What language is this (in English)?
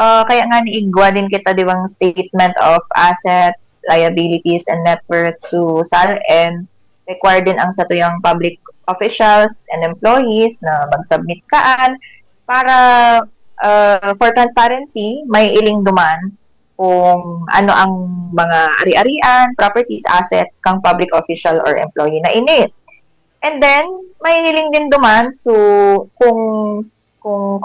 Bikol